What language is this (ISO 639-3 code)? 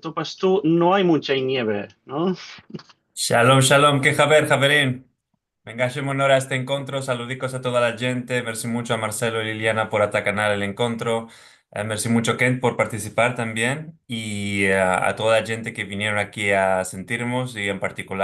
lad